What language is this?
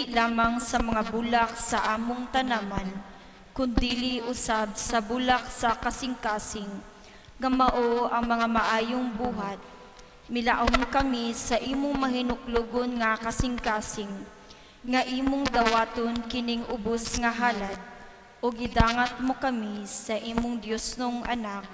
Cebuano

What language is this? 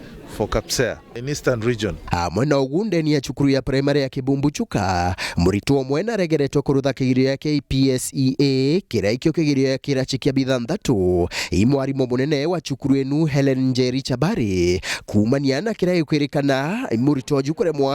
Meru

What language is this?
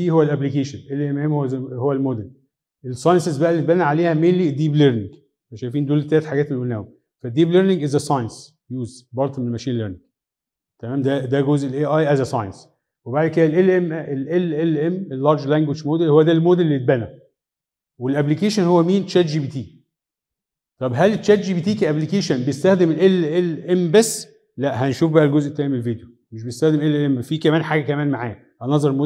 Egyptian Arabic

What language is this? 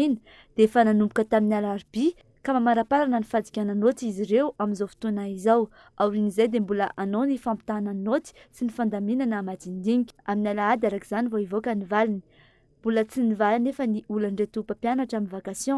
Malagasy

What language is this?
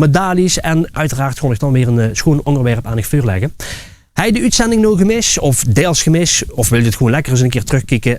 Limburgish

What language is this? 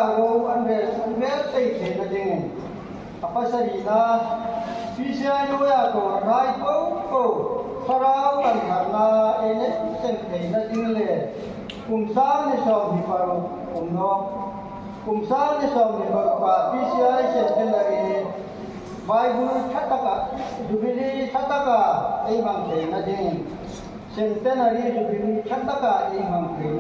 Hmar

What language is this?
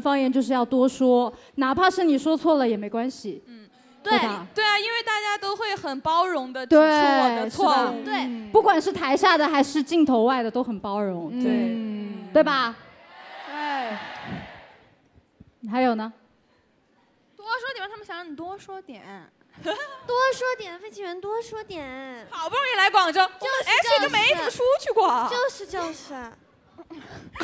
Chinese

